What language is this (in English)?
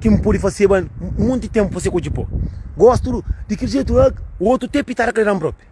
Kabuverdianu